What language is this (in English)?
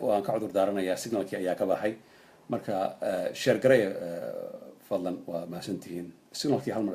Somali